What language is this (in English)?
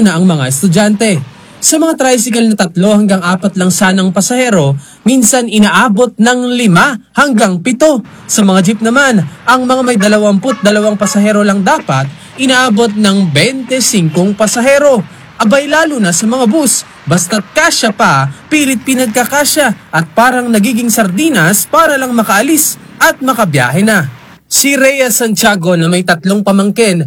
Filipino